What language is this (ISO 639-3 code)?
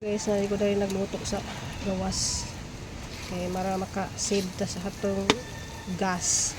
ceb